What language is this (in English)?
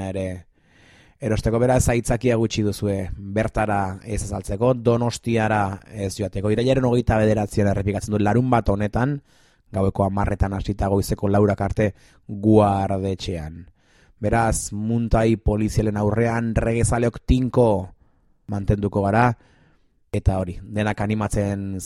Basque